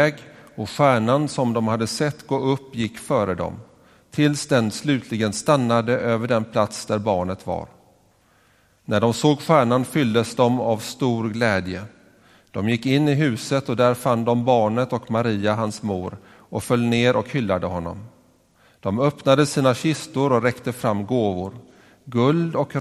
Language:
Swedish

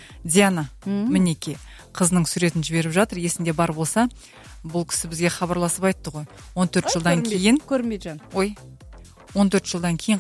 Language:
Kazakh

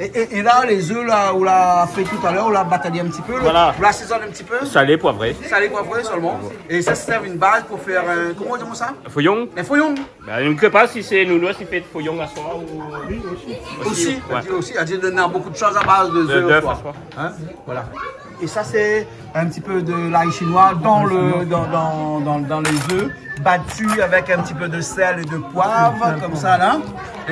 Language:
Réunion Creole French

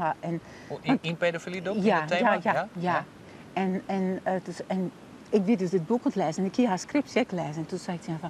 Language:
Western Frisian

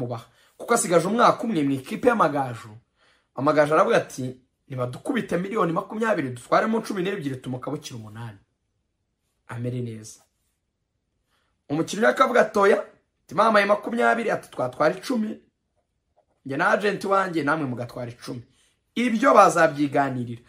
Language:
Kinyarwanda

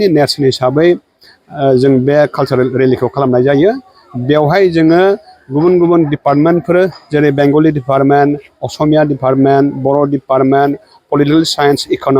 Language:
Bodo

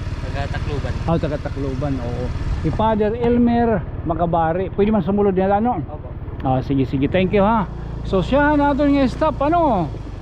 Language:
Waray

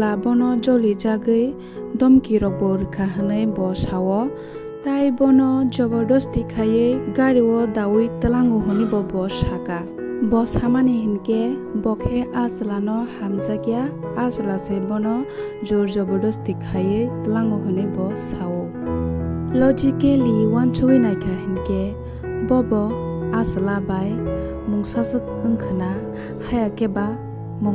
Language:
Kok Borok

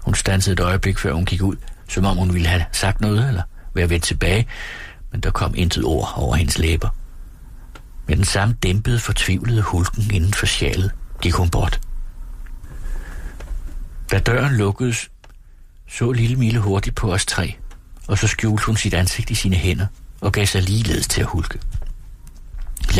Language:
Danish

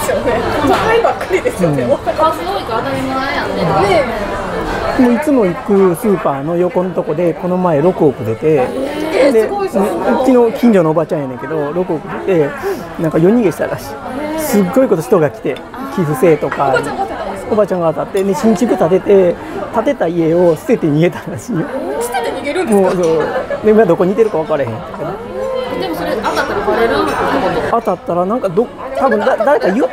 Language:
Japanese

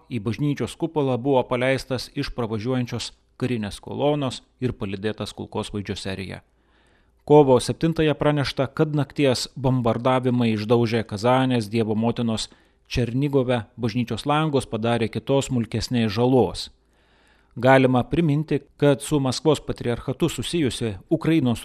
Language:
Lithuanian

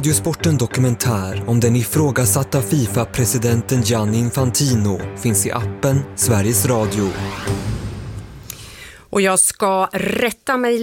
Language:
Swedish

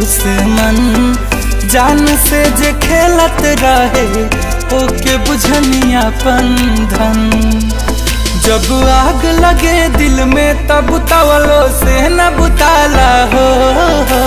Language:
Bhojpuri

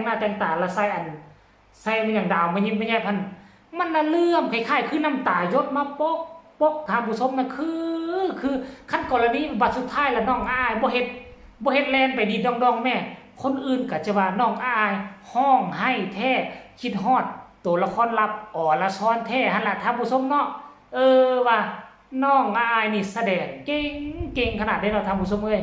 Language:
Northeastern Thai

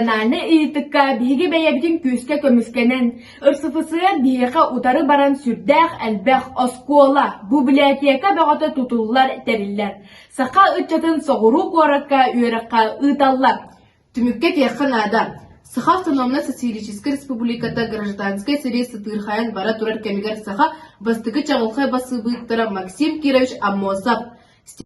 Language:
Yakut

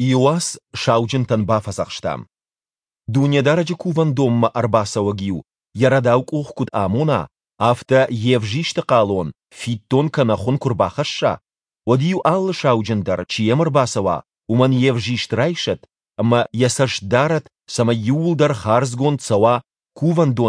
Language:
Ossetic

